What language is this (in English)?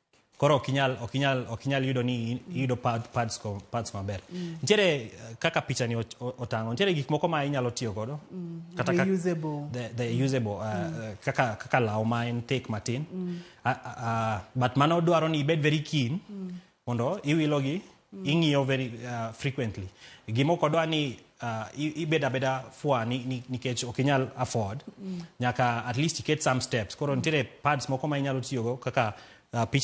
Luo (Kenya and Tanzania)